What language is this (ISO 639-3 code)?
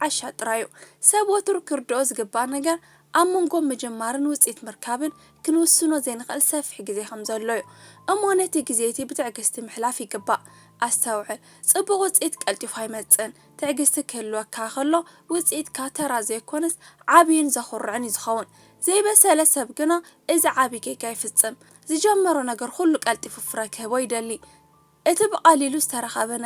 tir